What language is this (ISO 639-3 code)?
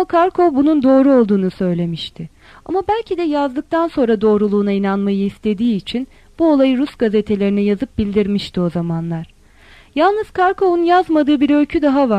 tur